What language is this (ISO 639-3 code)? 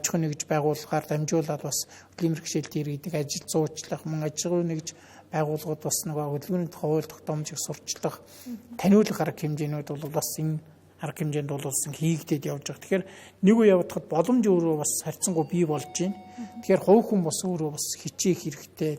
mon